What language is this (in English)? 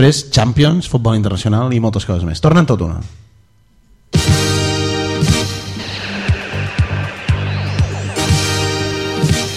Catalan